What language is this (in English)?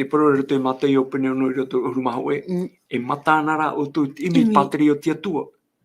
Tahitian